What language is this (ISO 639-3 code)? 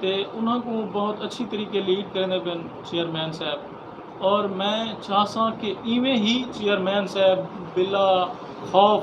skr